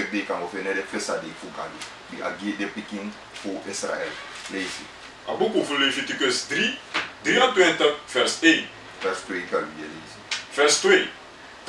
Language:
Sranan Tongo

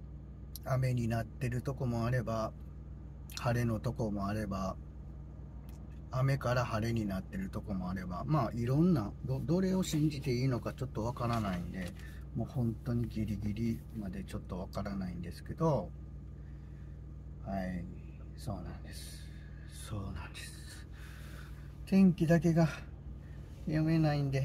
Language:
Japanese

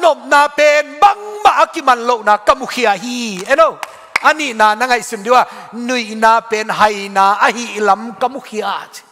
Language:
Tedim Chin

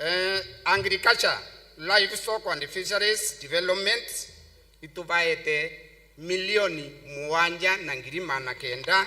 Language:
Meru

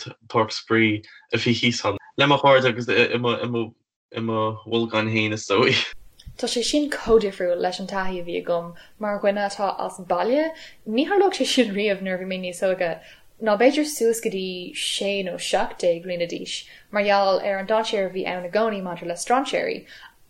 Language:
Irish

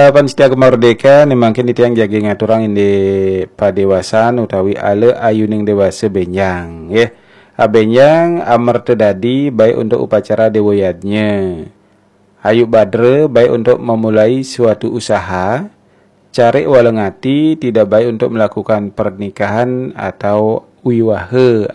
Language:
Balinese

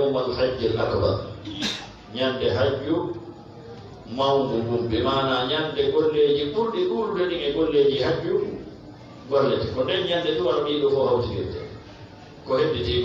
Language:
Fula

